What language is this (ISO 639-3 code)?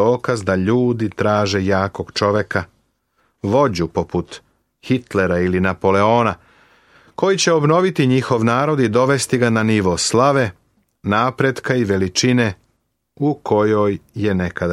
srp